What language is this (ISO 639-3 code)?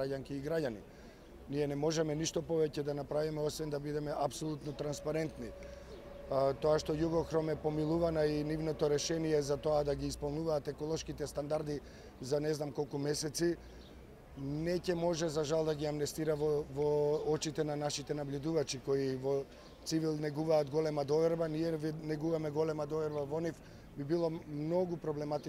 mkd